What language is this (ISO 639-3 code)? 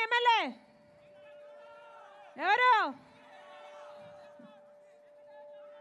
tel